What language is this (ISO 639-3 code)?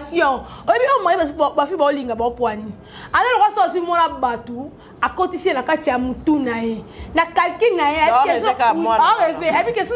lin